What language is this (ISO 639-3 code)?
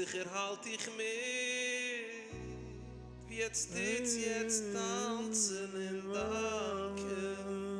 yid